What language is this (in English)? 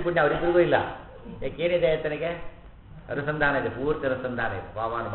Kannada